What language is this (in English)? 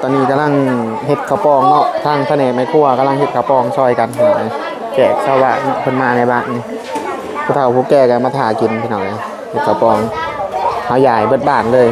Northeastern Thai